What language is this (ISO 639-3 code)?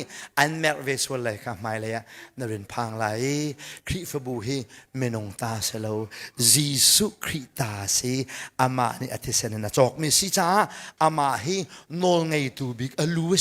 cnh